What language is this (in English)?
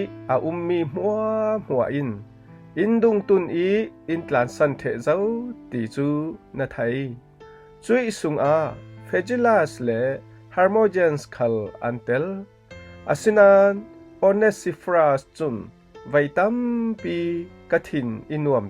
Falam Chin